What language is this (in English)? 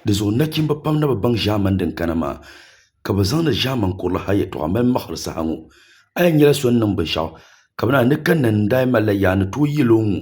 Dagbani